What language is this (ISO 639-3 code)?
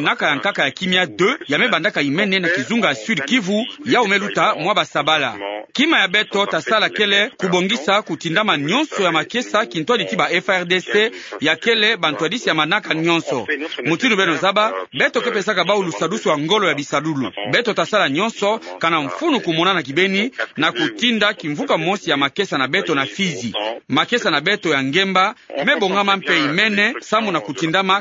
ktu